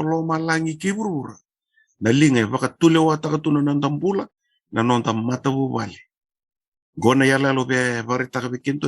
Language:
Fijian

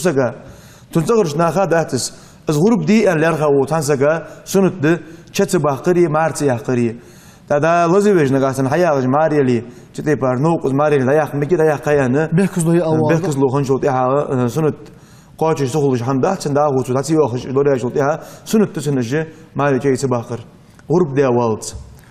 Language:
Ingush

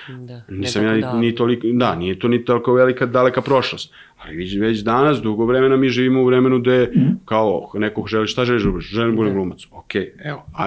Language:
Serbian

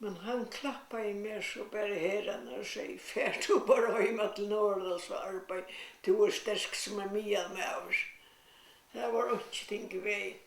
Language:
Faroese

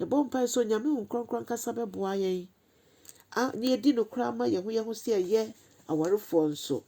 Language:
Akan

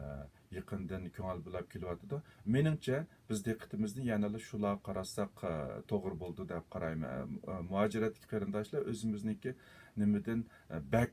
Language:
Uyghur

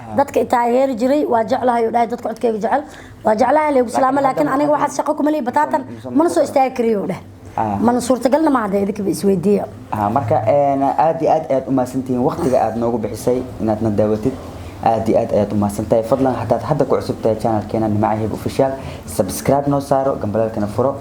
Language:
Somali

